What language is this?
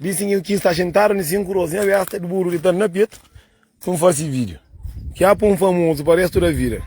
Kabuverdianu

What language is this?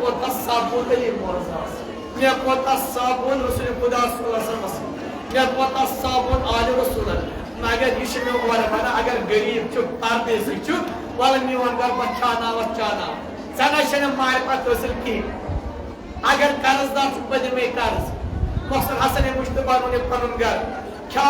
Kashmiri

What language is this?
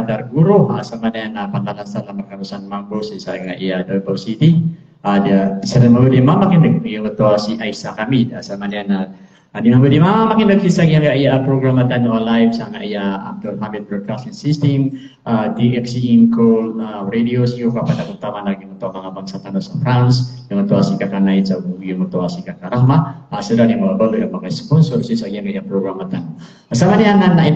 Maranao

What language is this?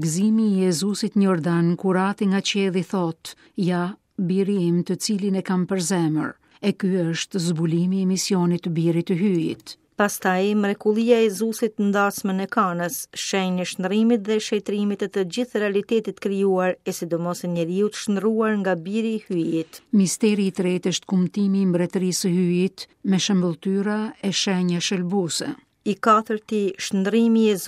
Albanian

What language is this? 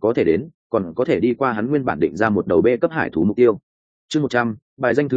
Vietnamese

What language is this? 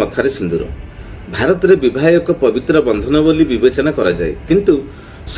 Odia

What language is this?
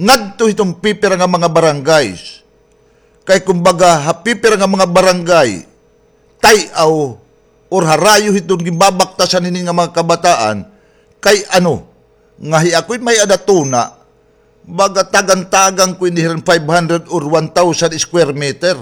Waray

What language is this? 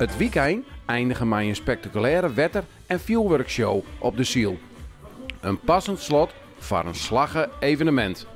Western Frisian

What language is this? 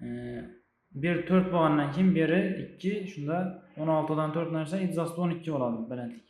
Uzbek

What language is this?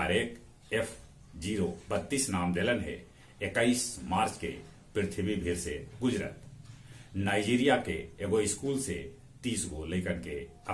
Magahi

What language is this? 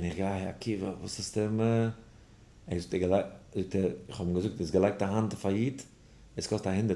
Yiddish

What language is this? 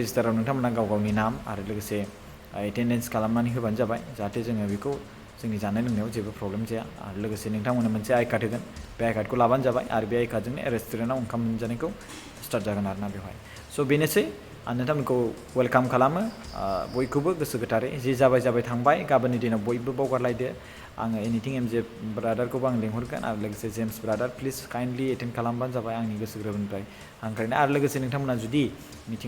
Bodo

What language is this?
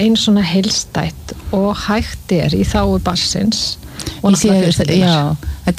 Icelandic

